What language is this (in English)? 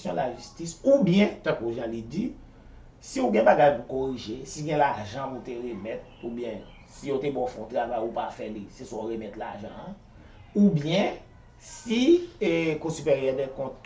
Haitian Creole